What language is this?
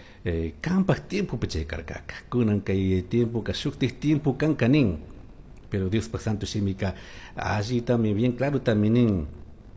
Chimborazo Highland Quichua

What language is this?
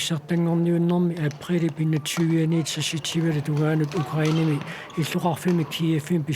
Kalaallisut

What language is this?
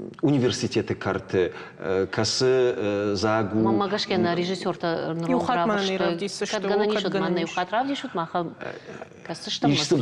Ossetic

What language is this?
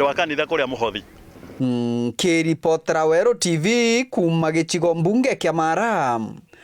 Meru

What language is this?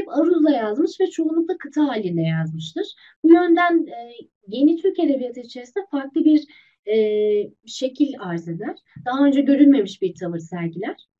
Turkish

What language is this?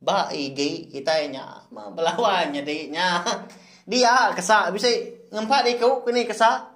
Iban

